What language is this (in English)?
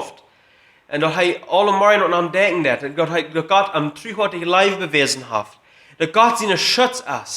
Plautdietsch